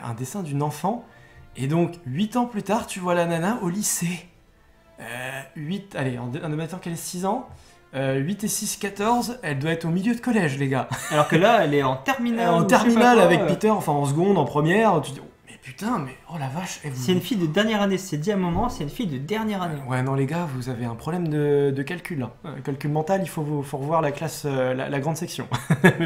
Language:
French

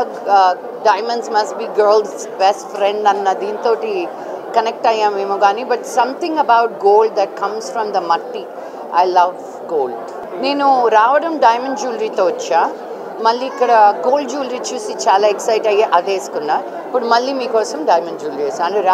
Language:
Telugu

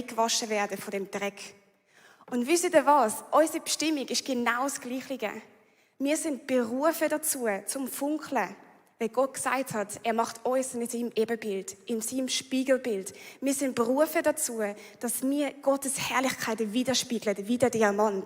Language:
Swiss German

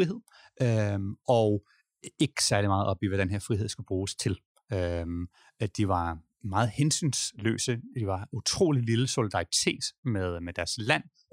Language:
Danish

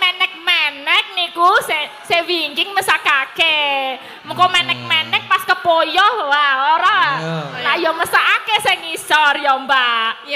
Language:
Javanese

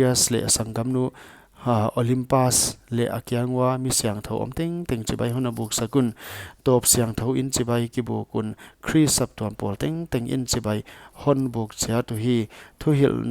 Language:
Paite Chin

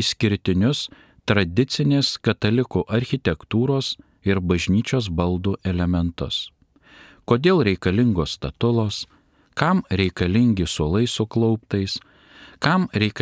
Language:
Lithuanian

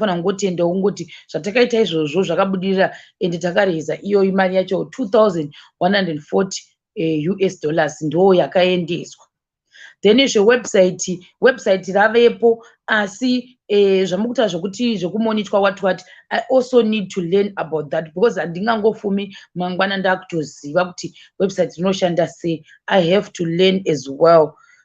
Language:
Shona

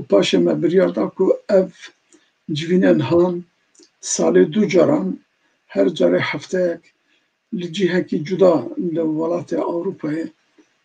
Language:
Kurdish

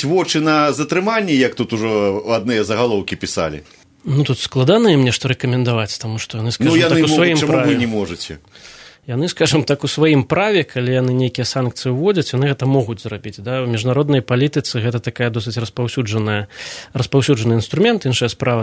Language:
Belarusian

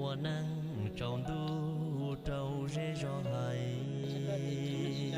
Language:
Hmong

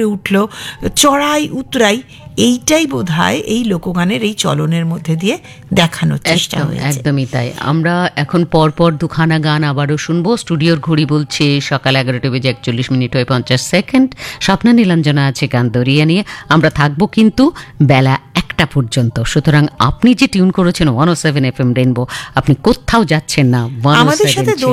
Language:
Bangla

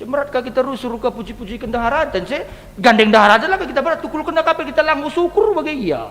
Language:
Batak Karo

